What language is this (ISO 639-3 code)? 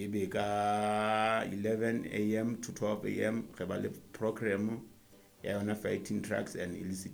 sot